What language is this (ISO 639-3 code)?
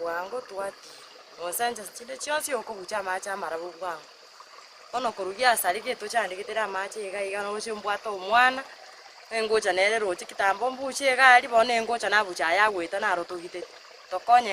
guz